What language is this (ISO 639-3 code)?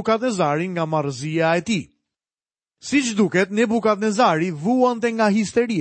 sqi